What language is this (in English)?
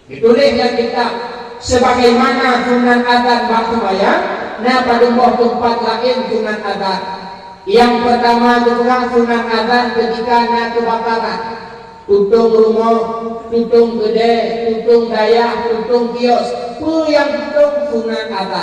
Achinese